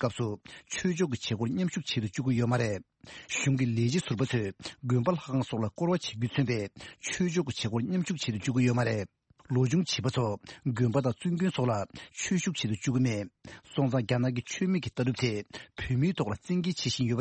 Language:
Tibetan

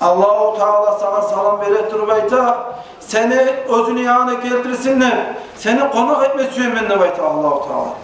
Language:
Kumyk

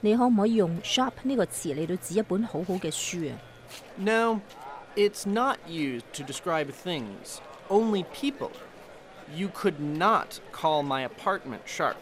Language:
Cantonese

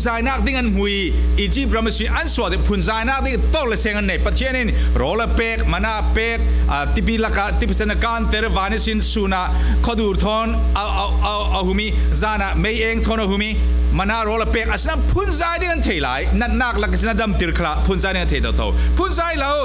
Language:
Falam Chin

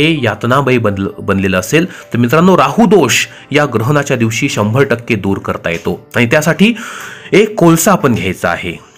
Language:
Marathi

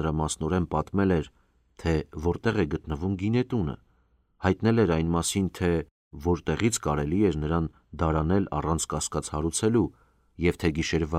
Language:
Armenian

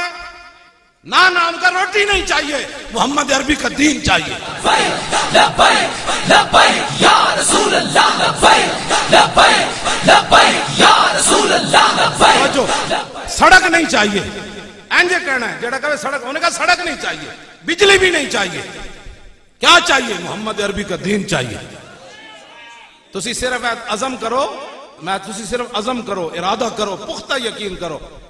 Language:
Western Panjabi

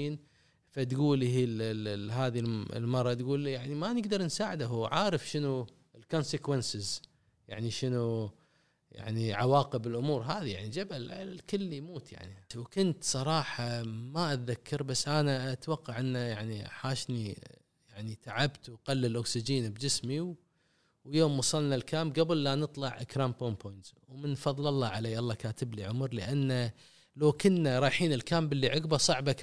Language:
Gulf Arabic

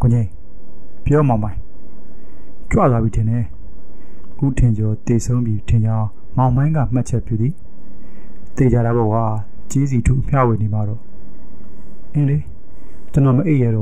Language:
Burmese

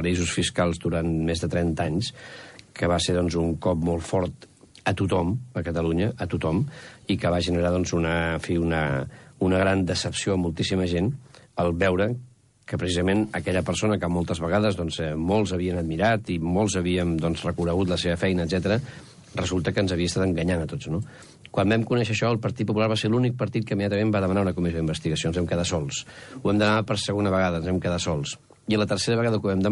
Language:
Catalan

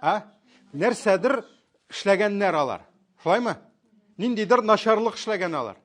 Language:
Tatar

